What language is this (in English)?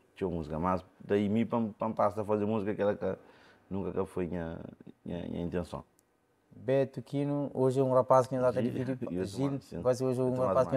Kabuverdianu